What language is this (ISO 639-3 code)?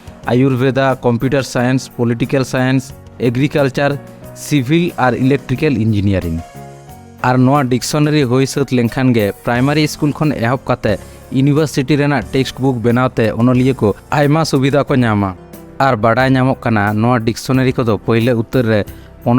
sat